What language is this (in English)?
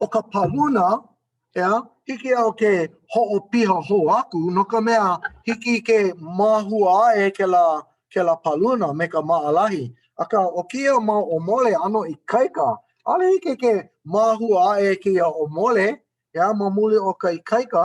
Hawaiian